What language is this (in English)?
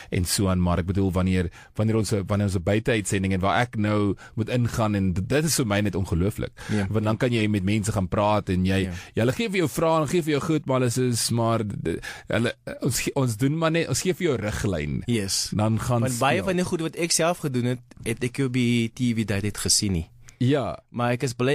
Afrikaans